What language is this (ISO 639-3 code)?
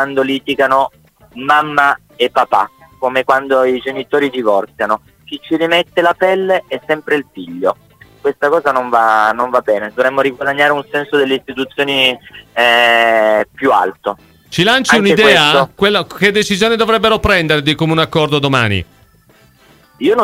ita